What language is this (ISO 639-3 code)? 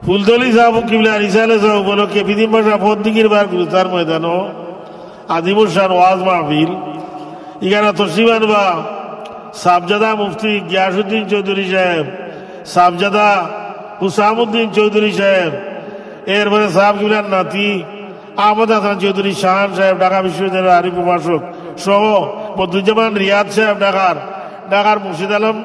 syl